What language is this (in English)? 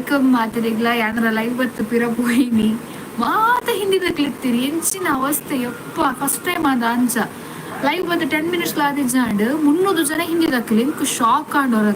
Tulu